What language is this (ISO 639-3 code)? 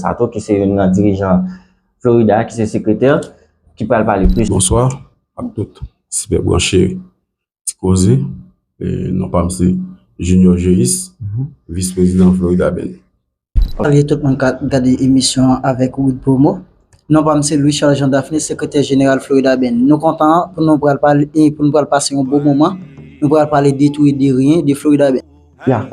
hat